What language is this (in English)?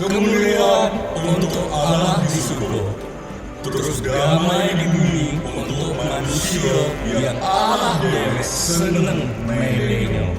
Musi